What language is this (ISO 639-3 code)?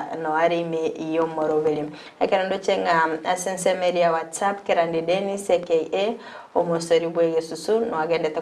guz